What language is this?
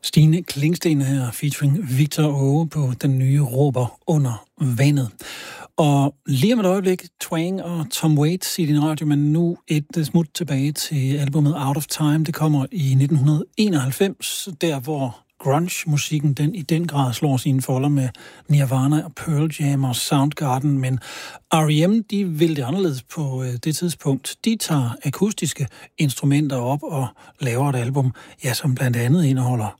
Danish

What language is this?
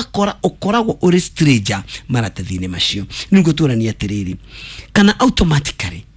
Kikuyu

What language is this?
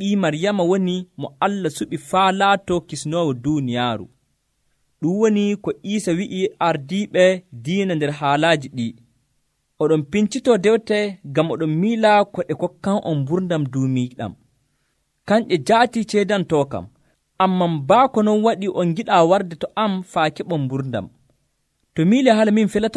Nigerian Fulfulde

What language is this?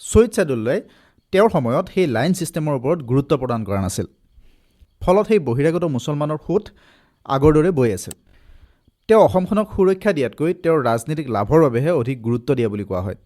Assamese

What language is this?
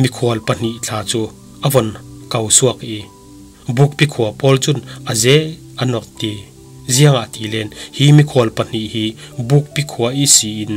Falam Chin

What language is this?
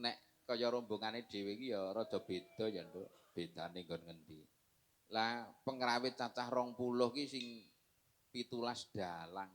Javanese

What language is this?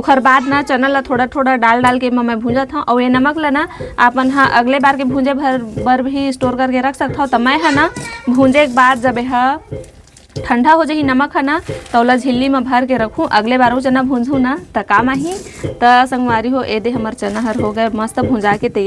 Chhattisgarhi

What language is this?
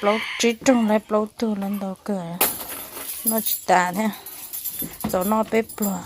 Hmong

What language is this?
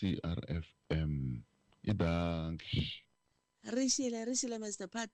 Tsonga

